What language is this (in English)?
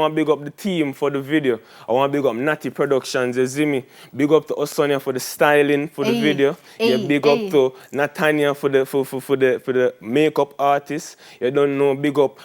Jamaican Creole English